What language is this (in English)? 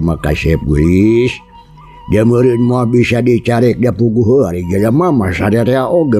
Sundanese